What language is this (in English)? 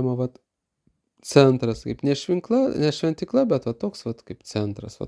Lithuanian